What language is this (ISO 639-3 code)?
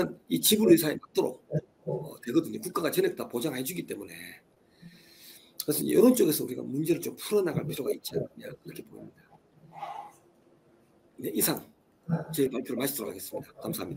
kor